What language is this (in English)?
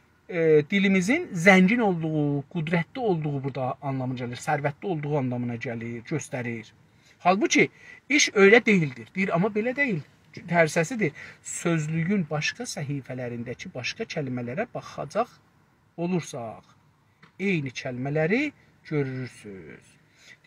South Azerbaijani